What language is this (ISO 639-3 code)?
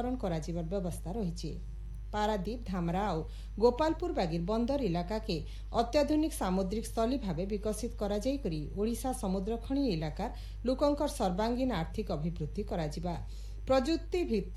ori